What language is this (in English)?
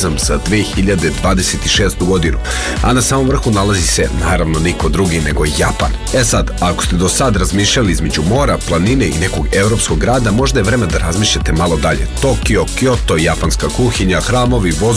Serbian